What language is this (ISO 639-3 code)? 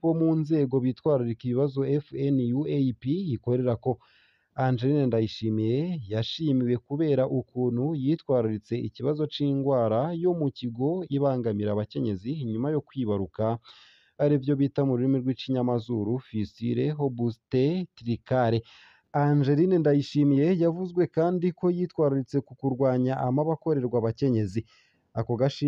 run